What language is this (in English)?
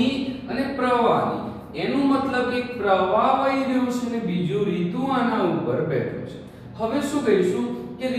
Gujarati